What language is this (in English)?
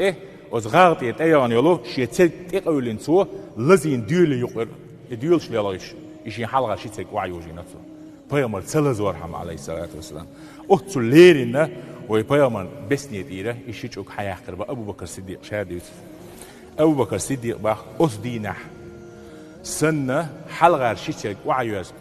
Chechen